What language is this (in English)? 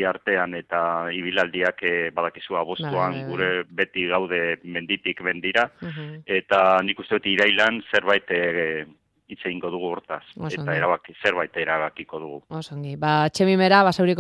Basque